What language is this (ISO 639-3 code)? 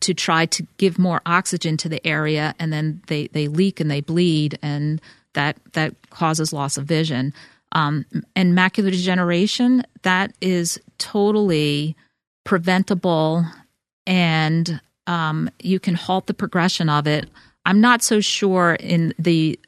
eng